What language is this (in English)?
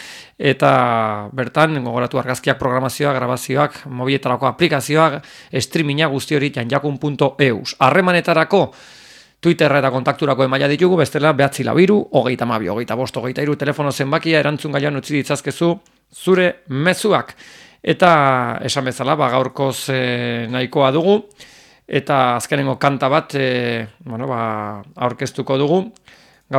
Basque